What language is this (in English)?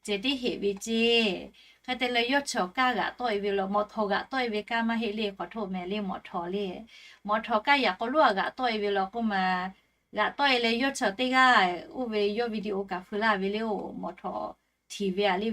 Lahu